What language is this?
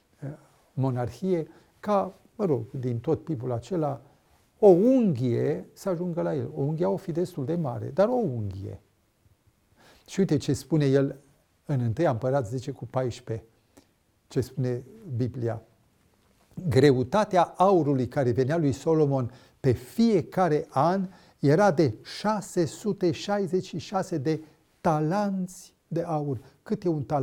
Romanian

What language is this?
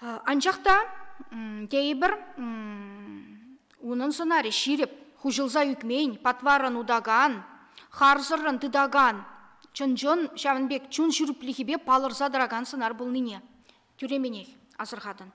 Chuvash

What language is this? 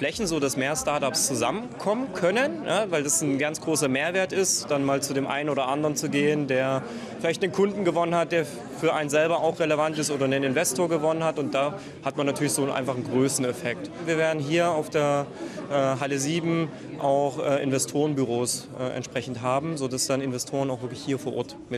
German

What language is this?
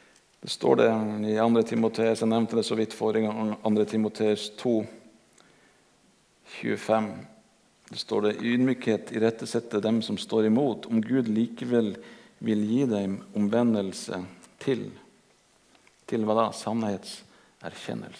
Norwegian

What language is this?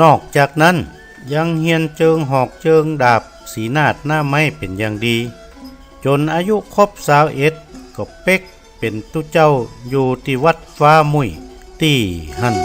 Northern Thai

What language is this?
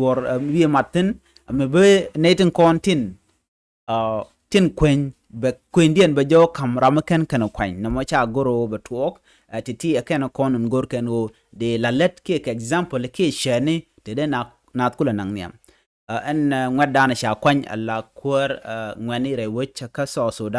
Nuer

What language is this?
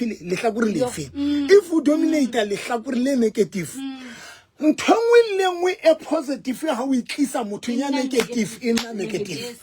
Southern Sotho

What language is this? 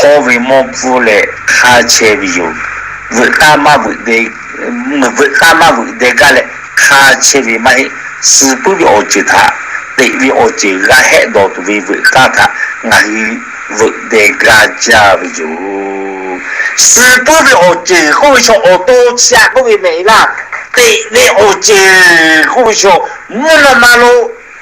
Lahu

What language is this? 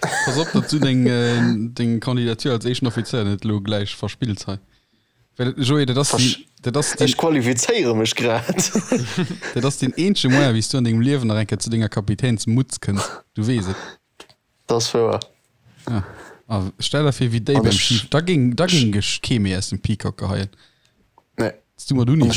Luxembourgish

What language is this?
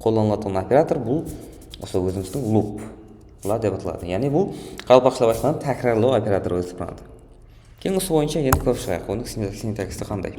Kara-Kalpak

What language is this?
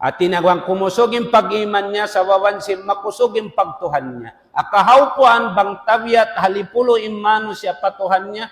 Tausug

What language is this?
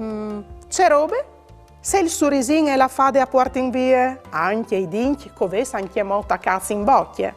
Friulian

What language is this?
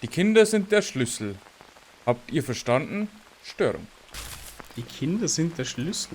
Bavarian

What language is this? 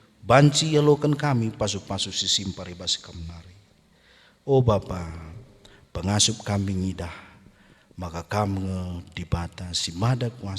Batak Karo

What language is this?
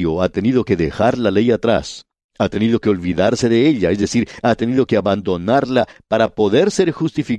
Spanish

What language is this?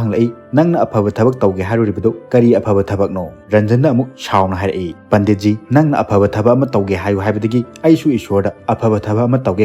Manipuri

